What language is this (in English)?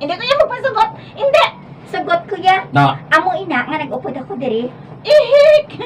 Hiligaynon